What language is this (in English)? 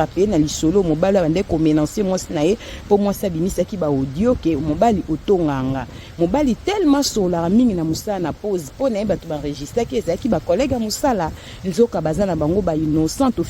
Lingala